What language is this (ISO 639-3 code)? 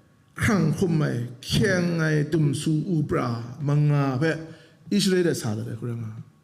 kac